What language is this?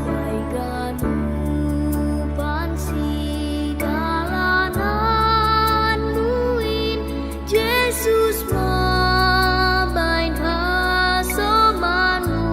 Batak Simalungun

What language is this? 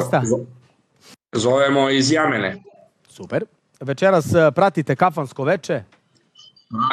Serbian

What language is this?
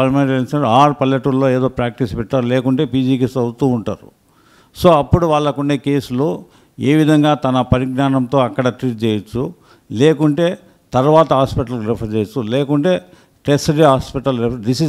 Telugu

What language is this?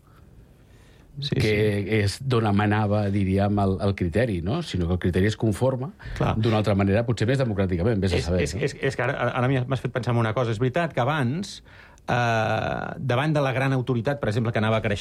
Catalan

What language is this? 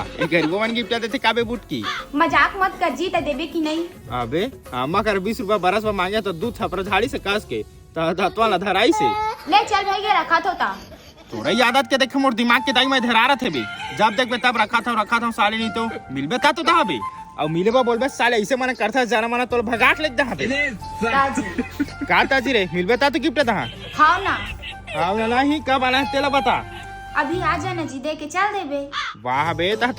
Chhattisgarhi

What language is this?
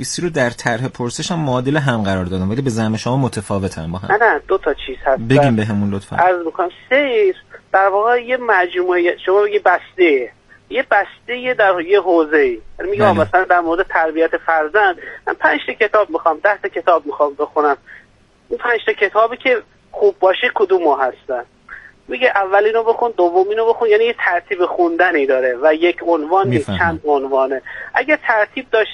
Persian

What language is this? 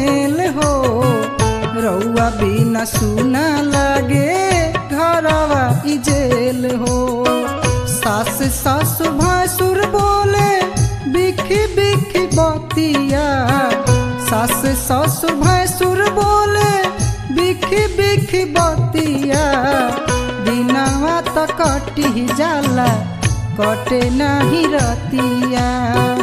Bhojpuri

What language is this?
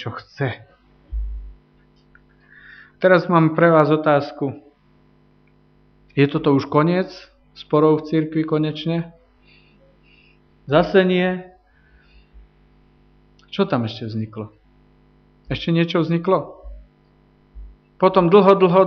Slovak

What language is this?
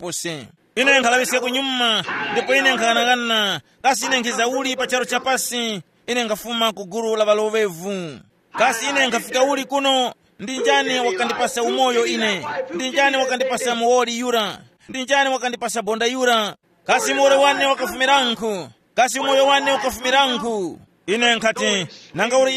Tumbuka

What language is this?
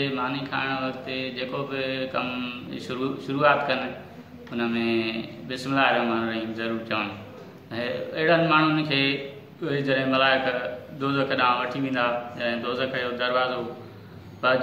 Sindhi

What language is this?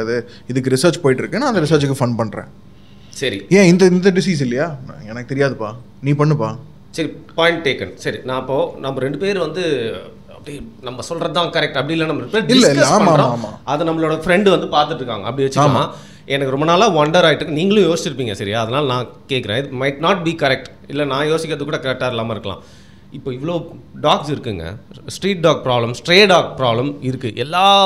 Tamil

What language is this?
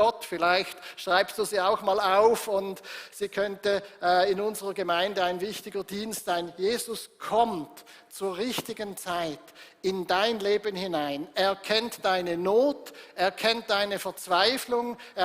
Swiss German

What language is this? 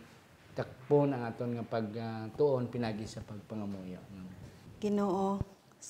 Hiligaynon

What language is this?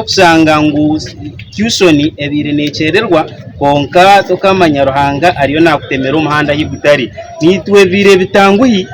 Nyankole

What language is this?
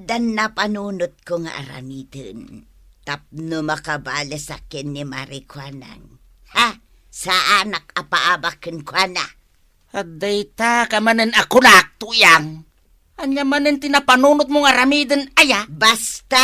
Iloko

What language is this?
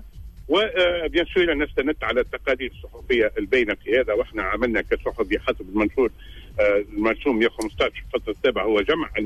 Tunisian Arabic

